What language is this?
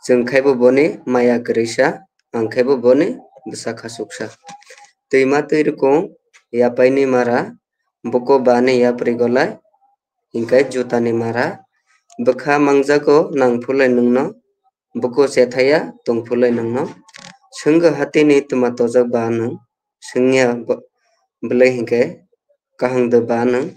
Kok Borok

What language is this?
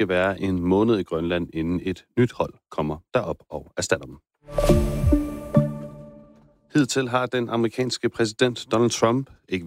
Danish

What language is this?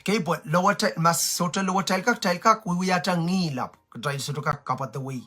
Pohnpeian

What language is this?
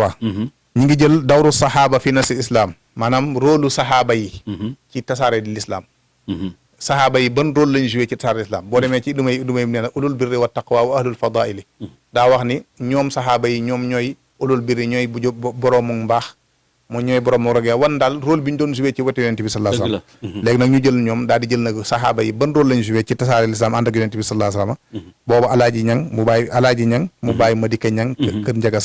Wolof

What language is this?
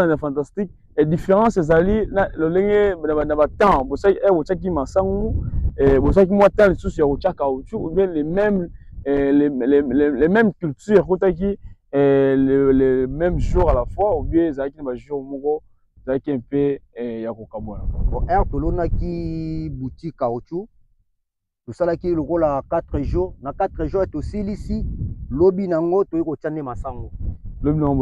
Lingala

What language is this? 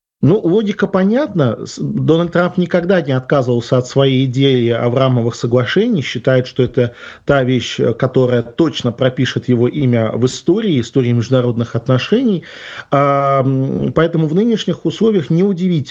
Russian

